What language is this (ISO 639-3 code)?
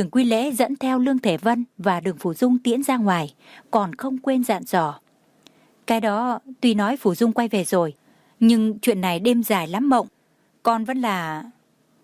vie